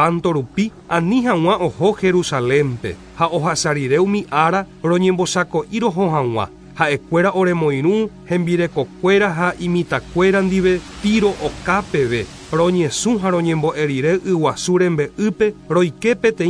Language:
Guarani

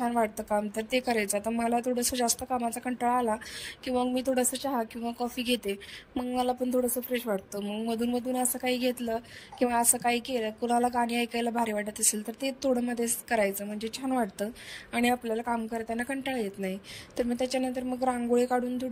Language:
Marathi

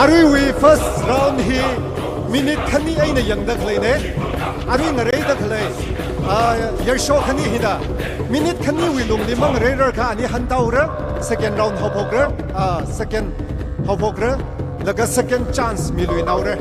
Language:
Tangkhul Naga (India)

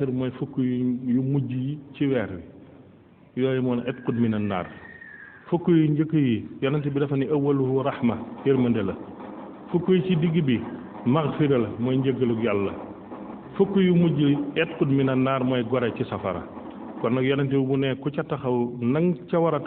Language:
Wolof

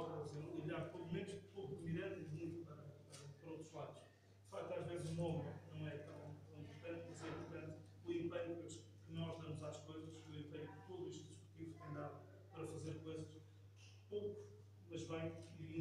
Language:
Portuguese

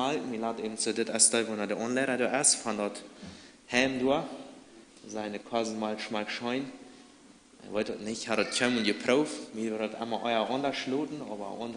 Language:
Plautdietsch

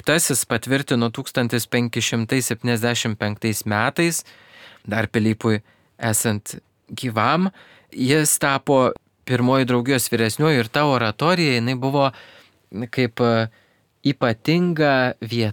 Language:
Lithuanian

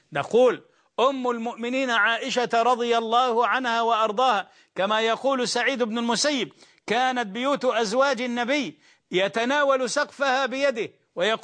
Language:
Arabic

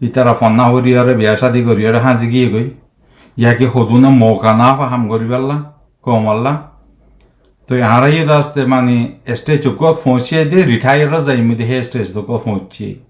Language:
Rohingya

